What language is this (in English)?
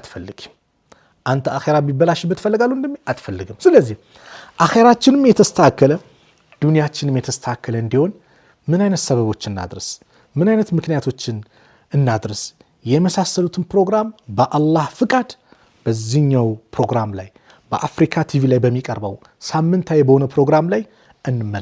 Amharic